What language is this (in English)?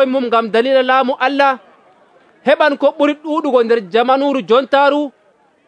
Nigerian Fulfulde